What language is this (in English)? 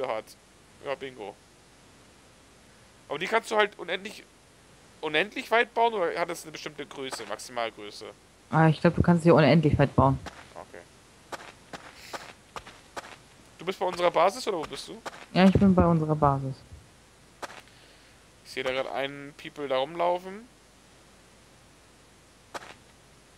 German